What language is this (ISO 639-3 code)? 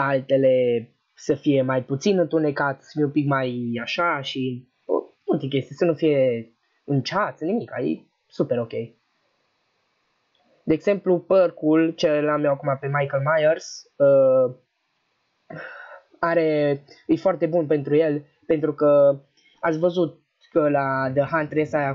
ron